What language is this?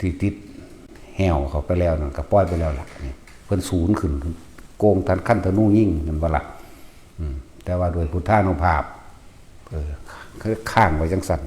Northeastern Thai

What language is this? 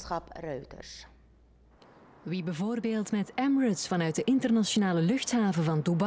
Dutch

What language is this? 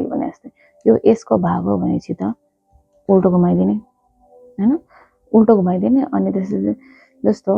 Nepali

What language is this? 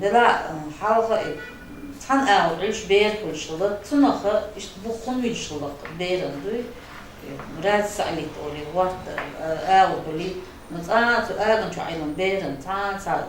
Chechen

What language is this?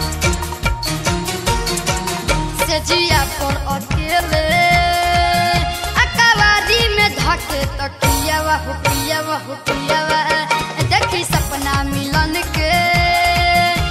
Bhojpuri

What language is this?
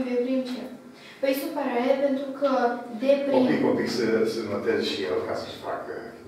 Romanian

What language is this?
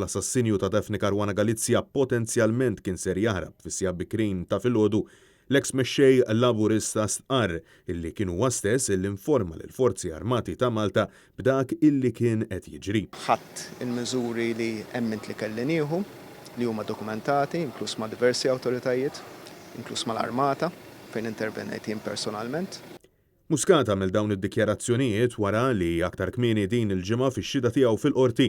Maltese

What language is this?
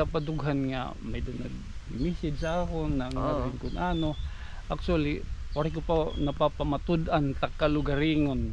Waray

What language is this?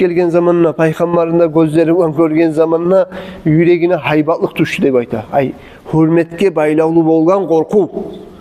Kumyk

